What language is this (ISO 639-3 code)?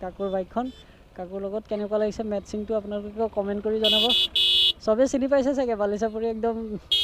asm